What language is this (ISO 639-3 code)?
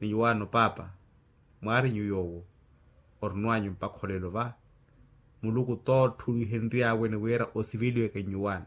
vmw